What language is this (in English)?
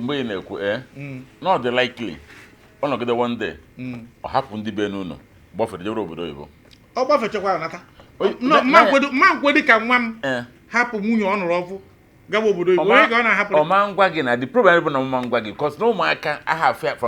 Igbo